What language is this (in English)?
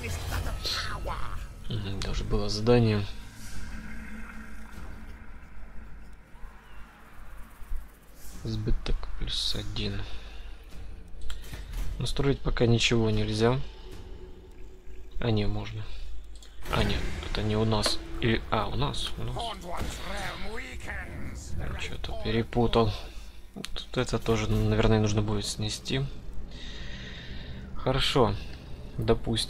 Russian